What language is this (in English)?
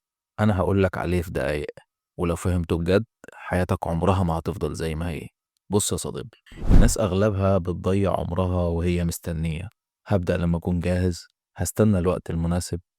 Egyptian Arabic